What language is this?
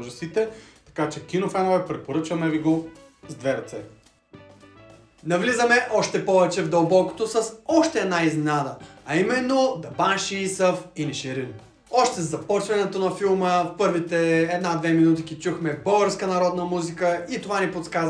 Bulgarian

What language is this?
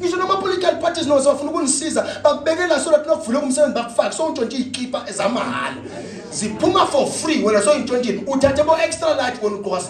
Zulu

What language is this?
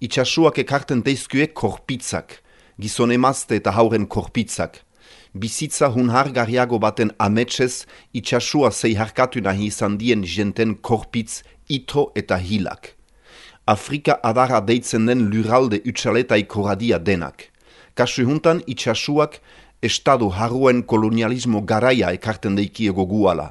Basque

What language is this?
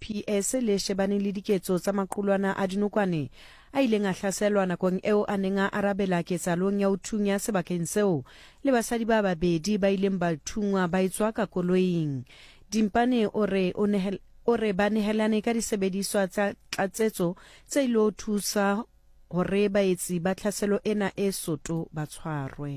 Southern Sotho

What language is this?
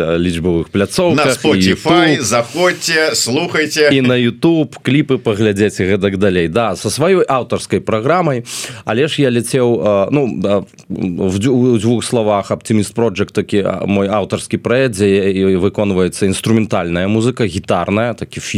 Belarusian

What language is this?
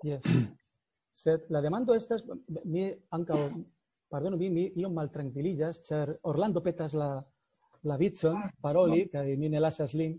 Esperanto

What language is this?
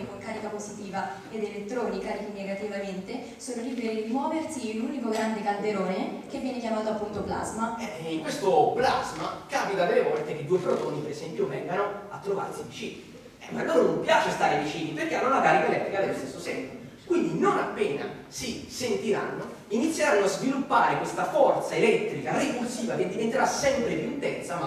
Italian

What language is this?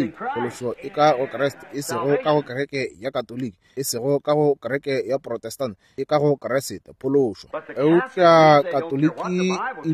Northern Sotho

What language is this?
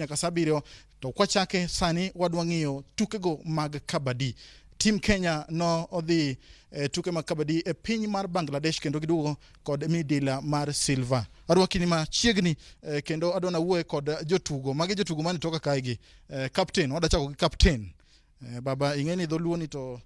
Luo (Kenya and Tanzania)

